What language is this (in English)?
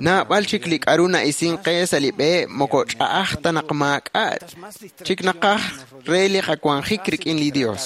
Kekchí